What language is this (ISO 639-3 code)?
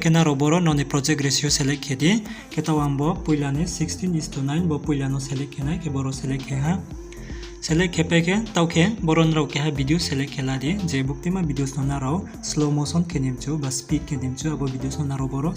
ria